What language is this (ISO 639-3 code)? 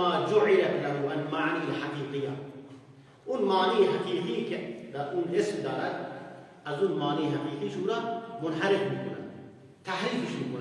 fas